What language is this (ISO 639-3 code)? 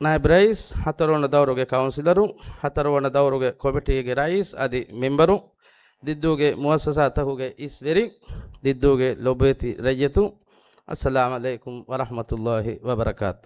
div